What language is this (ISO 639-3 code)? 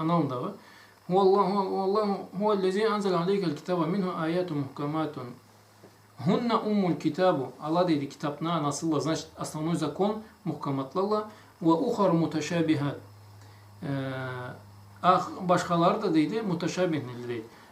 krc